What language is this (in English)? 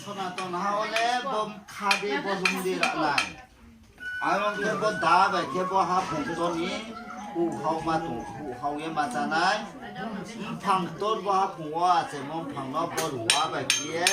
Riang (India)